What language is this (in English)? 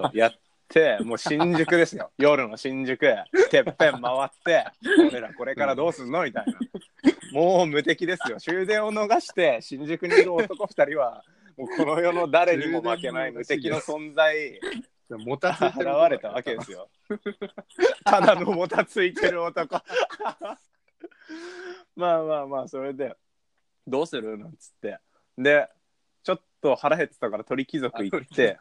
Japanese